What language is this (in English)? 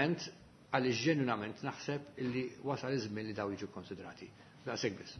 Maltese